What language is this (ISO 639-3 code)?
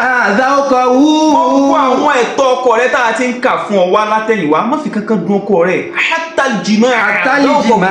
yor